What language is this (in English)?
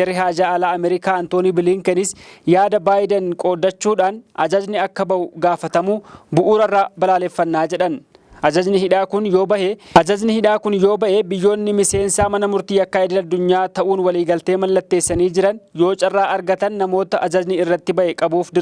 Oromo